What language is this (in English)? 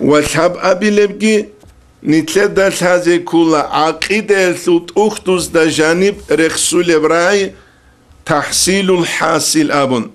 Avaric